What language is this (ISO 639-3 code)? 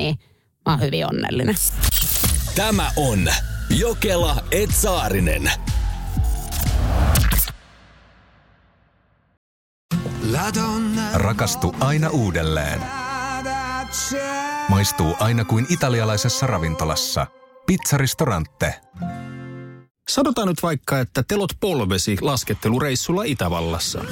fin